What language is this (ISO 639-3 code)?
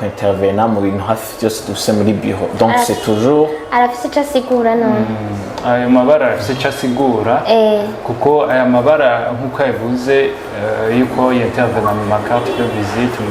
run